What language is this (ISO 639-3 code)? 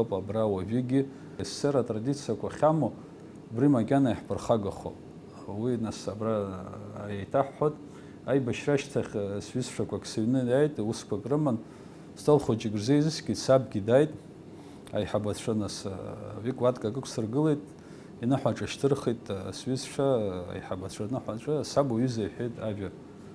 abk